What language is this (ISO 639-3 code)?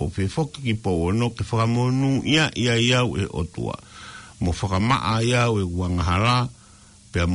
ton